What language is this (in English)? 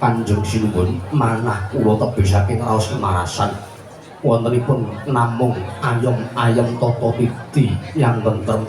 Javanese